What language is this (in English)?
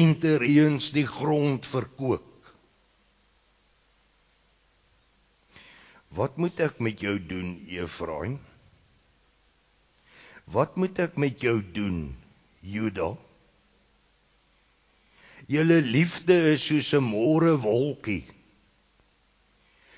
Afrikaans